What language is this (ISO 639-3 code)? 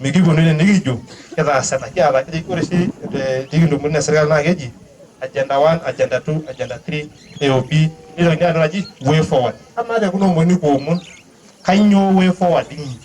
mas